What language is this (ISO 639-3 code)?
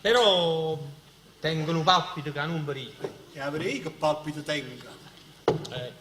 nap